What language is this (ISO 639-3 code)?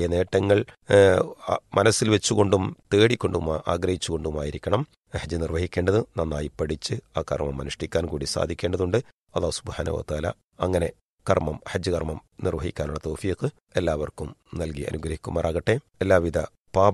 mal